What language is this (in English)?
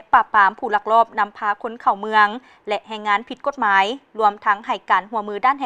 Lao